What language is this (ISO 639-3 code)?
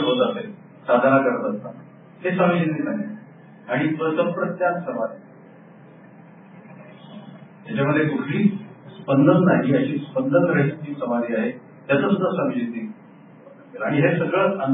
mar